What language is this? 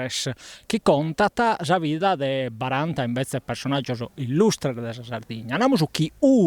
Sardinian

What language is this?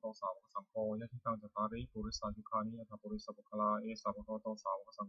Pali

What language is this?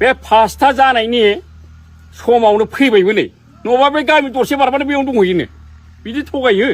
Bodo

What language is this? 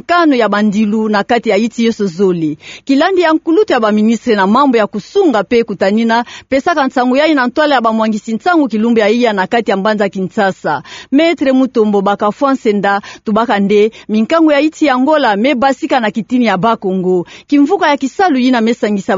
Kituba (Democratic Republic of Congo)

